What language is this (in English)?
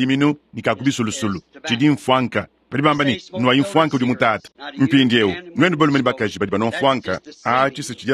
Luba-Lulua